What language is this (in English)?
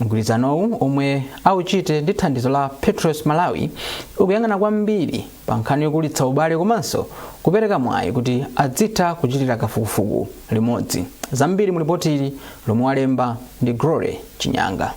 Nyanja